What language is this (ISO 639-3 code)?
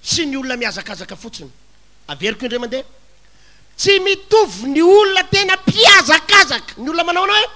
mlg